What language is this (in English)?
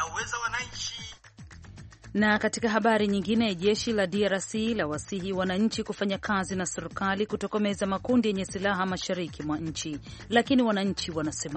Swahili